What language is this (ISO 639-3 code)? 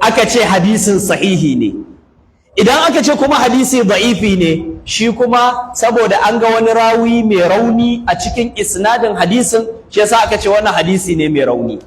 hau